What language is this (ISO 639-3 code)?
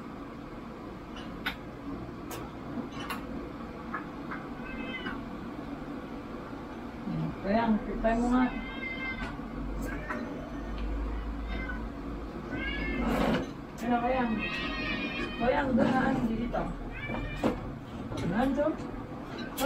fil